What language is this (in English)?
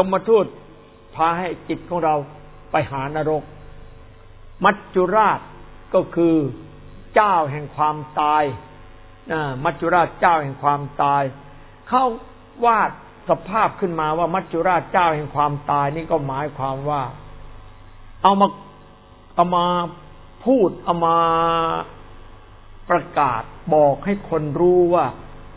Thai